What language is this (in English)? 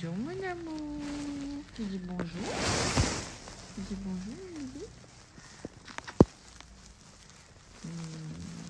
French